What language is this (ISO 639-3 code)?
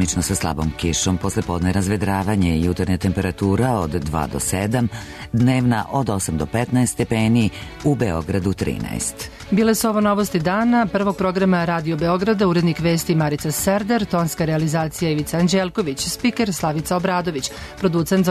srp